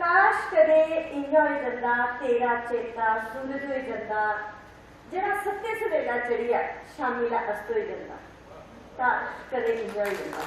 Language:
Dogri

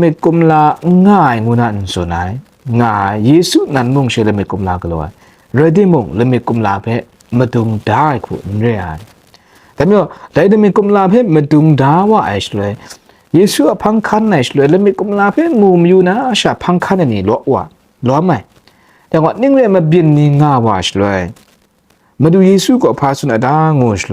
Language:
Kachin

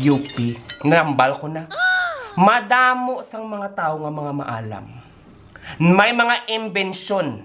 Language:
Hiligaynon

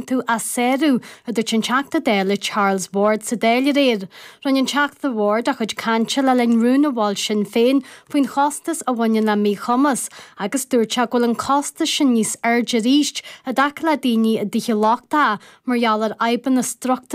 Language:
Irish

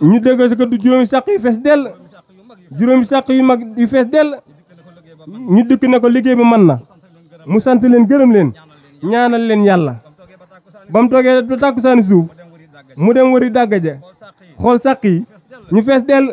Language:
Wolof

